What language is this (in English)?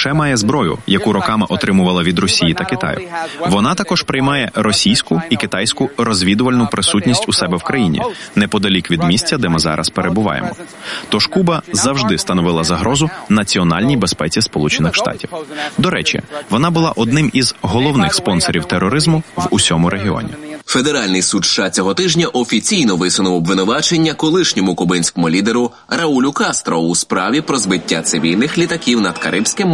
Ukrainian